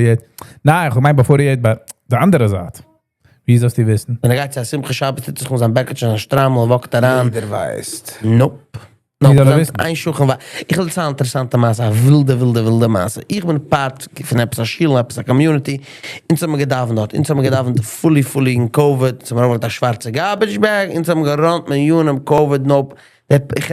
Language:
Yiddish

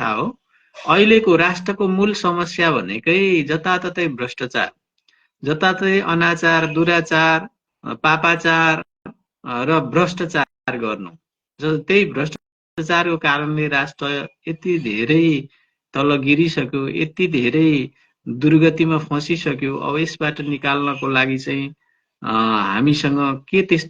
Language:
Nepali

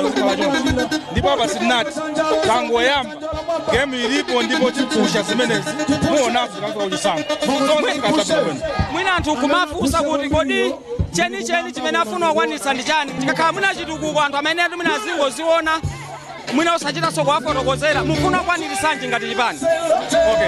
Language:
Nyanja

